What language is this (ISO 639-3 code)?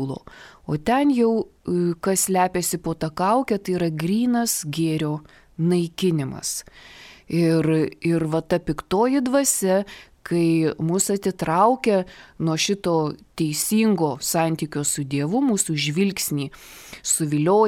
lit